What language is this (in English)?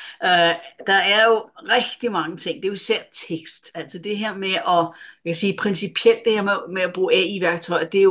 Danish